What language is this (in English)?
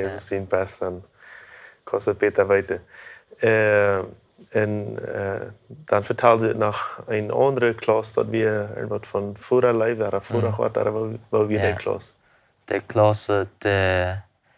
Plautdietsch